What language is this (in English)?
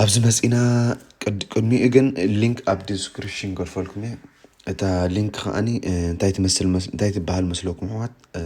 Tigrinya